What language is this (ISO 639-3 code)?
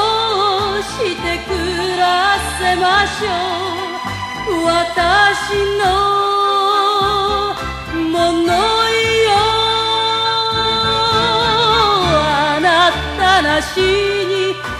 jpn